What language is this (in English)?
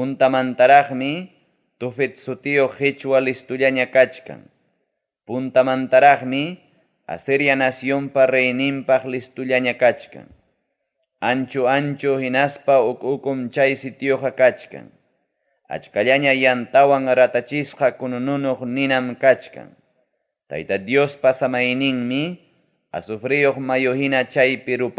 Ayacucho Quechua